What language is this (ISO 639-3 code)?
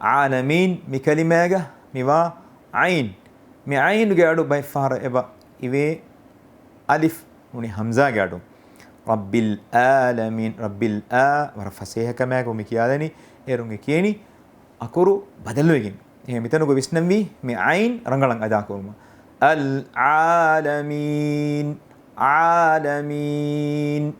div